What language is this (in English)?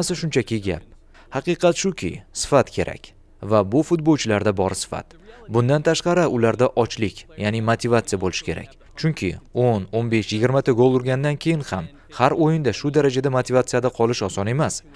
Uzbek